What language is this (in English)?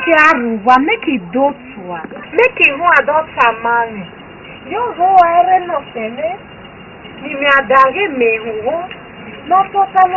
Esan